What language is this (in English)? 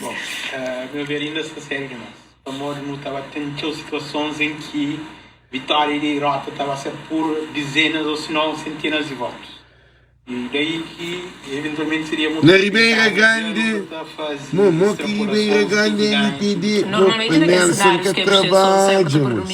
Kabuverdianu